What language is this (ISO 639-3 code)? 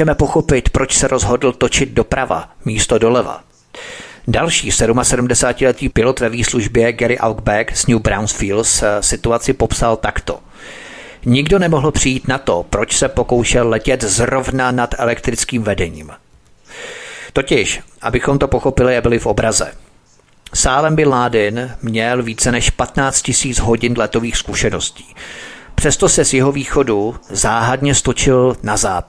ces